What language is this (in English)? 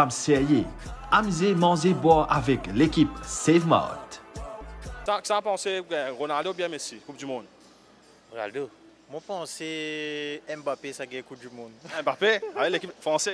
Morisyen